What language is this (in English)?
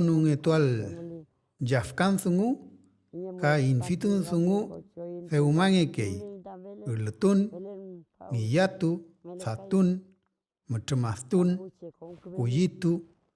Mapuche